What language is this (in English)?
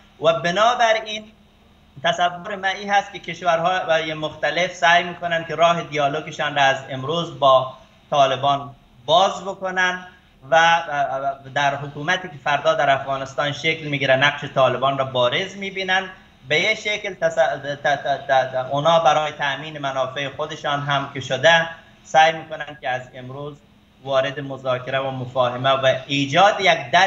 Persian